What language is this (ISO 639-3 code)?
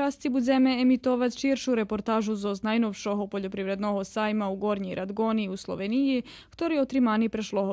rue